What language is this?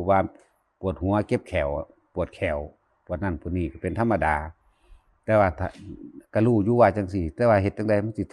Lao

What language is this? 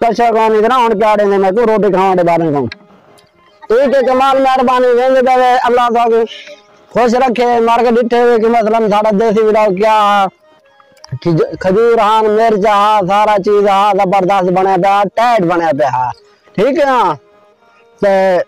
Saraiki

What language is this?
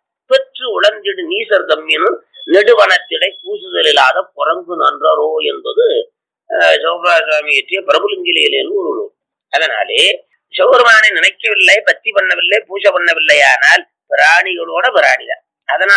Tamil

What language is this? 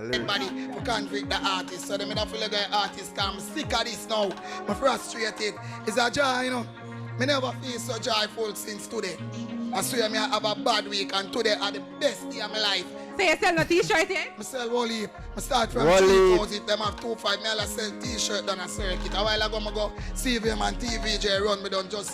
Jamaican Creole English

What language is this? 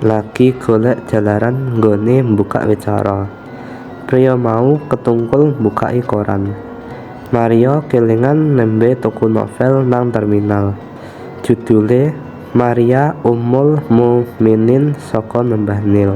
Javanese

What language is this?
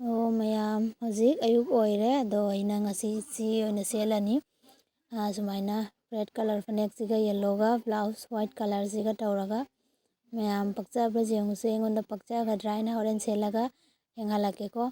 Manipuri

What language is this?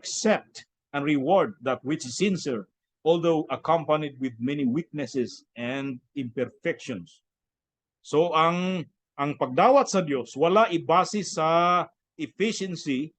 Cebuano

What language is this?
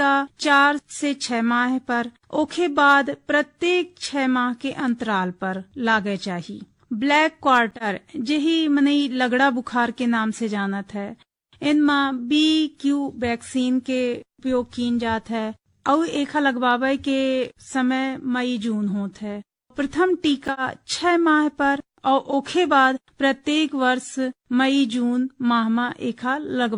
Bagheli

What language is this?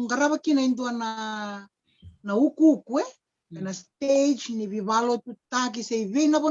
Fijian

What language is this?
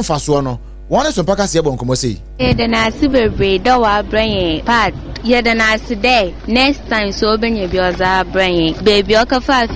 Akan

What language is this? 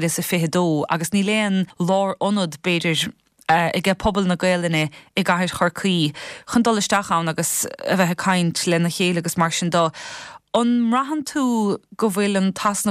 Irish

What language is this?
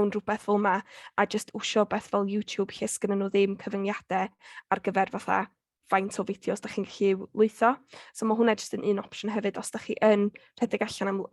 Welsh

